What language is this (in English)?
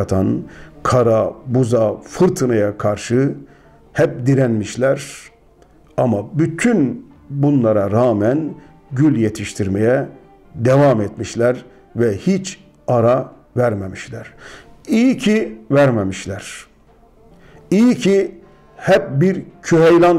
Turkish